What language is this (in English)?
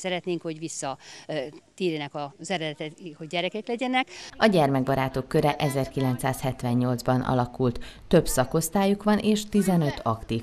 Hungarian